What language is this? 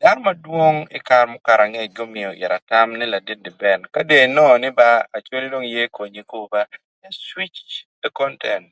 Acoli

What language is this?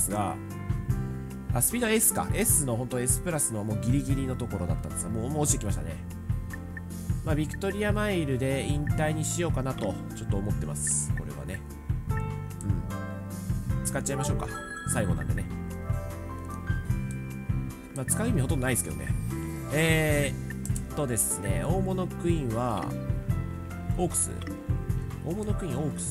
Japanese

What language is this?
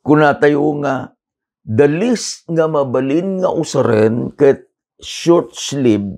Iloko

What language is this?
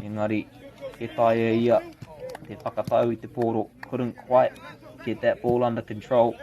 Māori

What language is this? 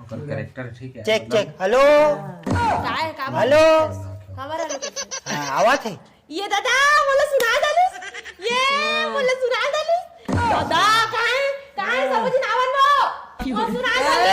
Chhattisgarhi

